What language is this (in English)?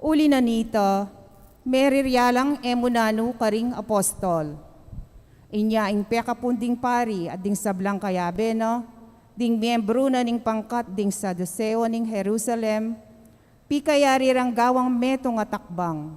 Pampanga